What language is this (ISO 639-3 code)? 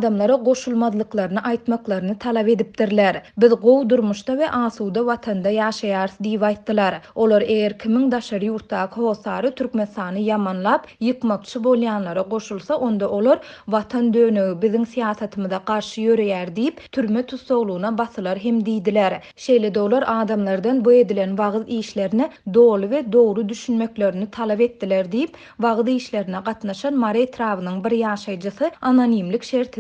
tuk